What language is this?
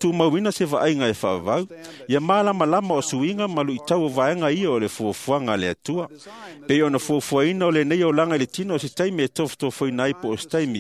Samoan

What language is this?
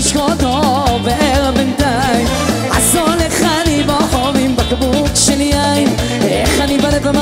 Hebrew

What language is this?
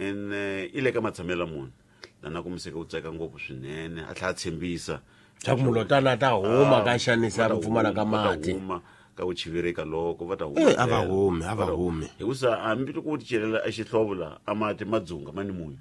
Tsonga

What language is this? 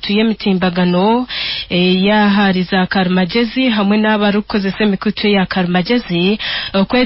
Nyankole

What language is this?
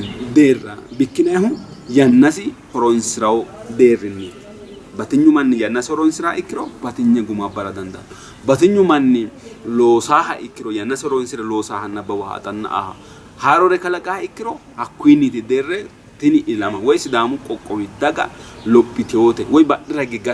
Sidamo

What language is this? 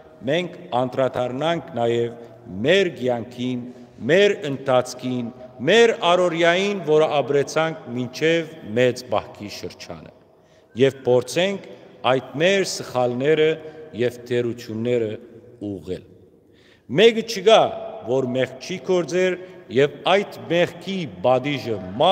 Western Armenian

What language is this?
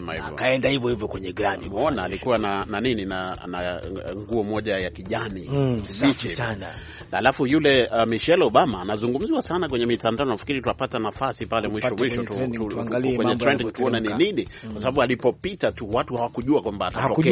Swahili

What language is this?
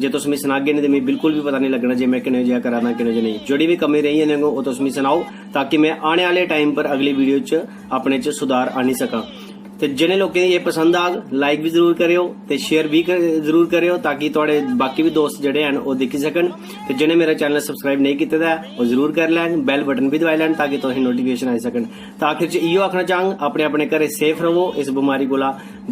Dogri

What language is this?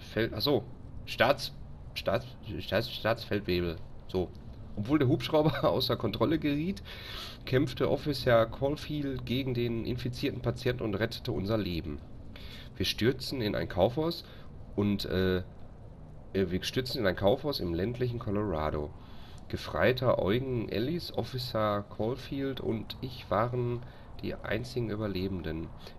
German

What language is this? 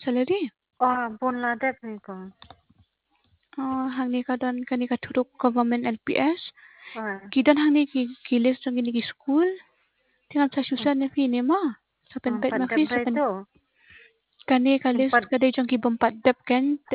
Khasi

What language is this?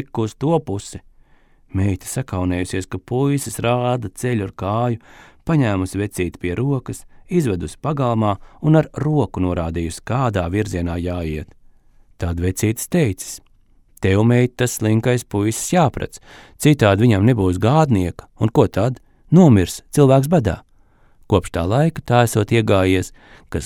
Latvian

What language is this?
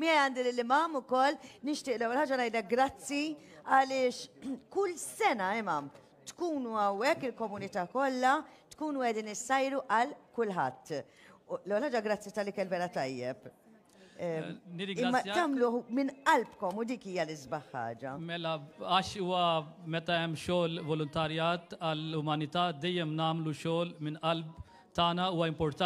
Maltese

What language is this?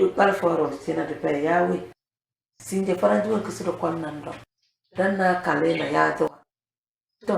Tem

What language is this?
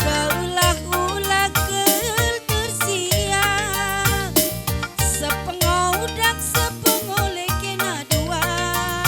Batak Karo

